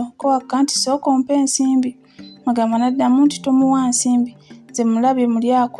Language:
Ganda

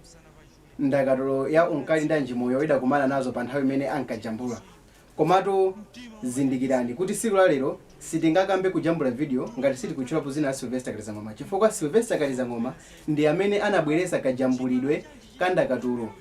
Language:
Nyanja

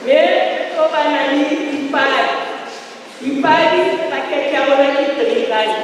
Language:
Southern Sotho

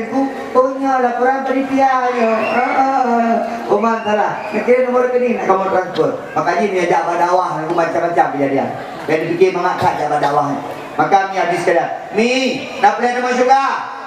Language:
Achinese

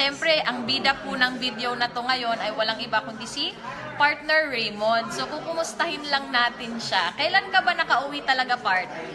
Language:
Filipino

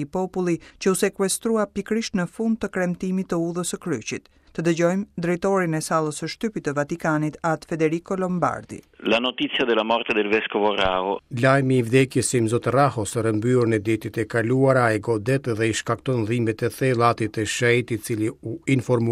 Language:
Albanian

